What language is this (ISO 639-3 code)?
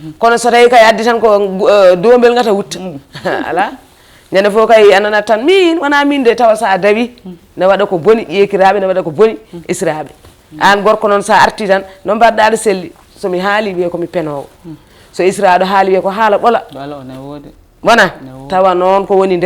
ful